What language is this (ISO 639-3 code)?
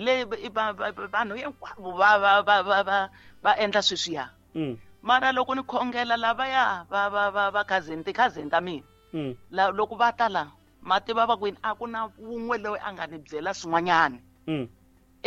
tso